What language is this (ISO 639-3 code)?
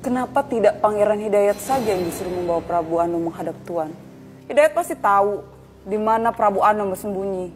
bjn